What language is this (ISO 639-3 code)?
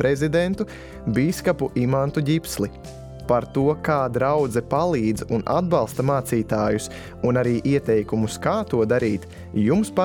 lav